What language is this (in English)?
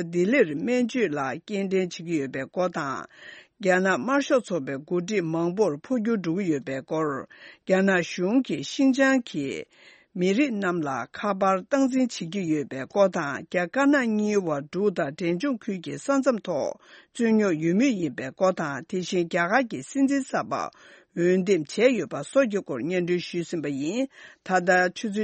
Tibetan